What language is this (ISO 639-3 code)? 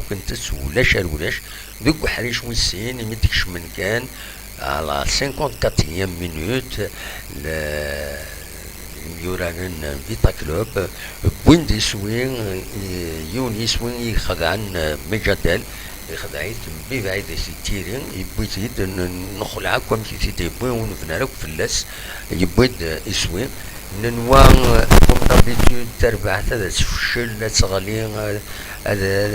kab